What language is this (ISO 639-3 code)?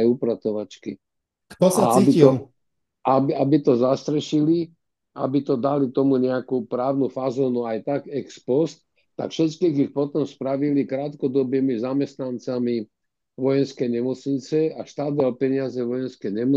slk